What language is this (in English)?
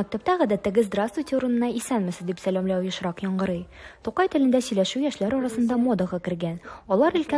Tatar